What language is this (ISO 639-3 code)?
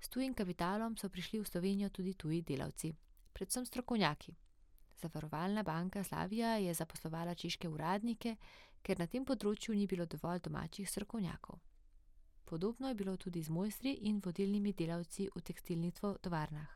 slv